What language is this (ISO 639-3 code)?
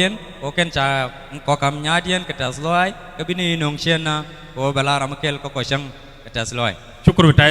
nus